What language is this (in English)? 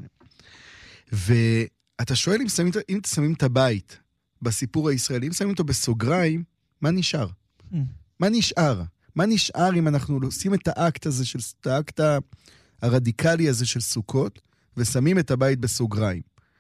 Hebrew